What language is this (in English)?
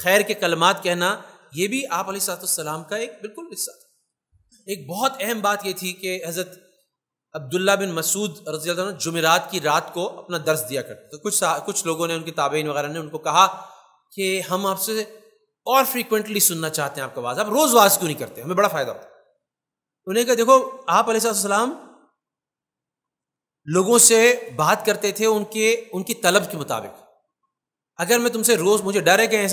Urdu